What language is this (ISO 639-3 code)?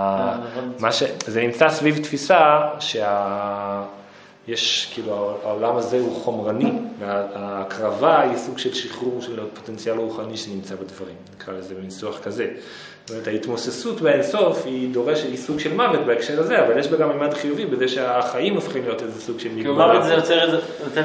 heb